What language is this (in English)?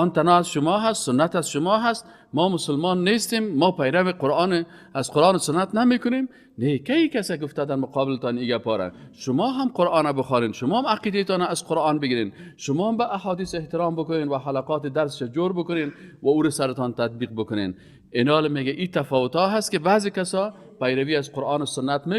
Persian